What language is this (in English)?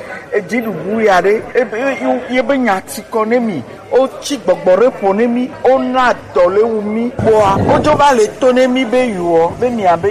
Gen